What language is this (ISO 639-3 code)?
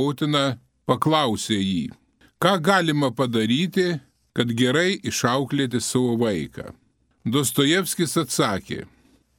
lit